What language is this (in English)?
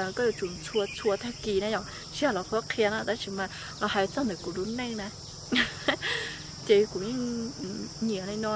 Vietnamese